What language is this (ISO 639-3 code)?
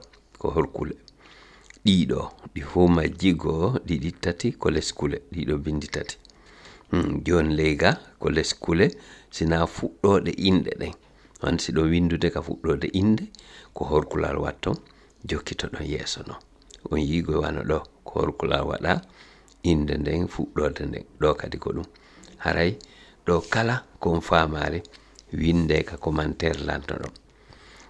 ful